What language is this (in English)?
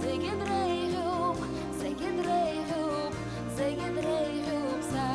Abkhazian